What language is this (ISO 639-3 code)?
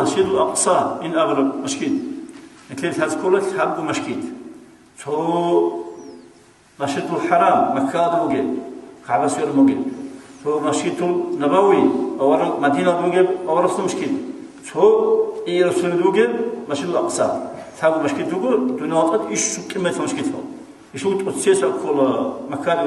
ava